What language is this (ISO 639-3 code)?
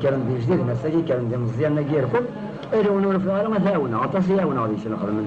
kab